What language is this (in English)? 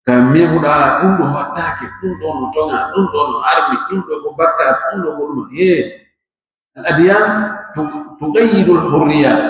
Pular